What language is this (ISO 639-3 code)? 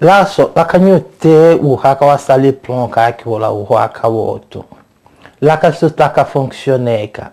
tll